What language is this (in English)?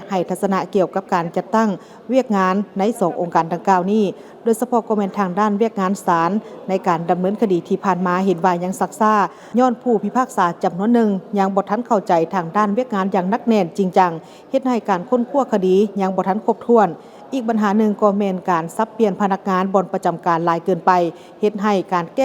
Lao